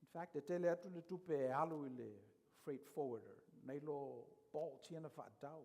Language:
Samoan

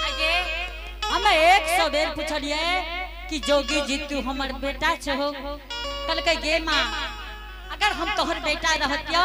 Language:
Angika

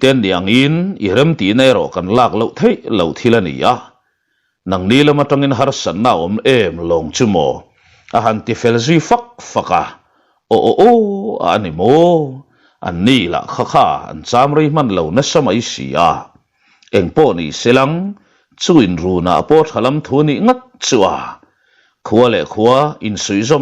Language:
Mizo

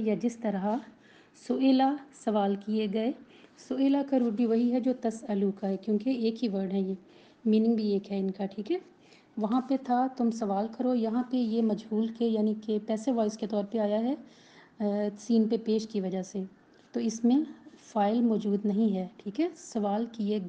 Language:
Urdu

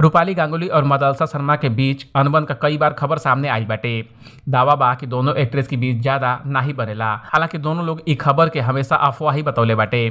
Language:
Bhojpuri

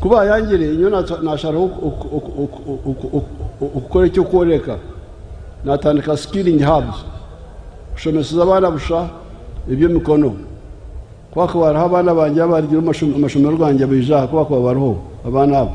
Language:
Nyankole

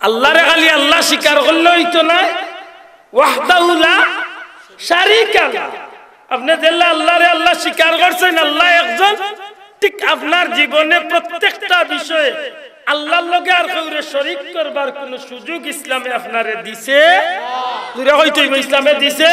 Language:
Sylheti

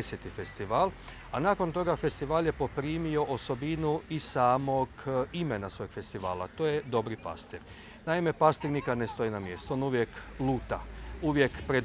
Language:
Croatian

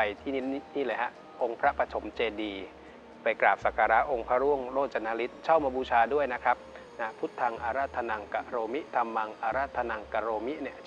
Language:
Thai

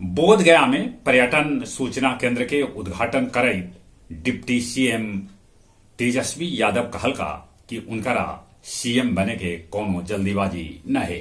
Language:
Magahi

